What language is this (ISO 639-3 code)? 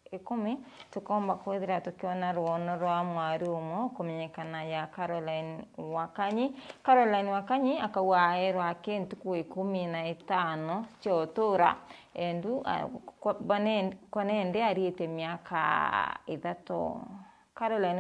mer